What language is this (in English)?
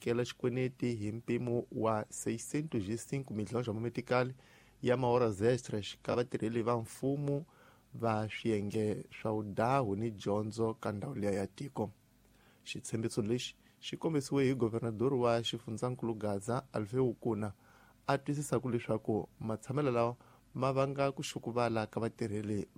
Tsonga